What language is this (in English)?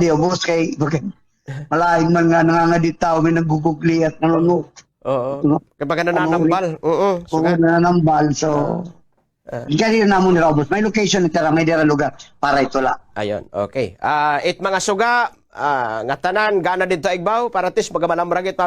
Waray